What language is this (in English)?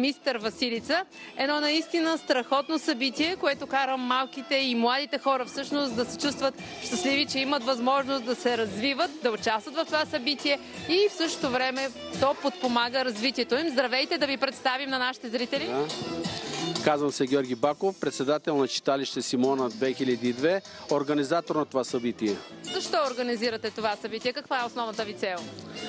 Bulgarian